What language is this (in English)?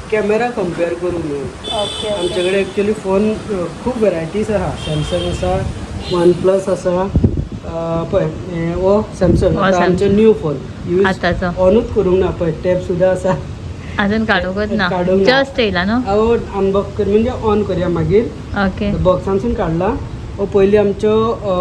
Konkani